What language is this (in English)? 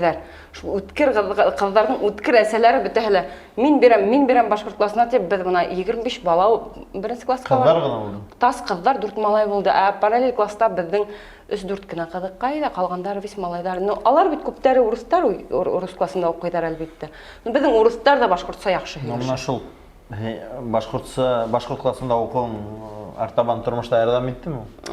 Bashkir